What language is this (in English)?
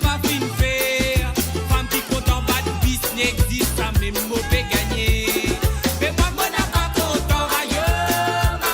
Morisyen